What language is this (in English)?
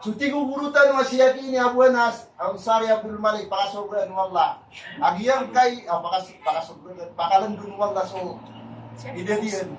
Maranao